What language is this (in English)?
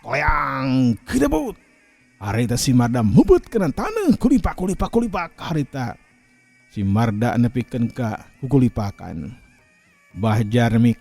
Sundanese